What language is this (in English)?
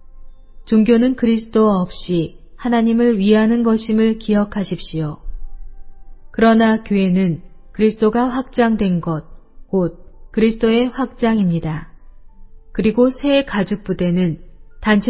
Korean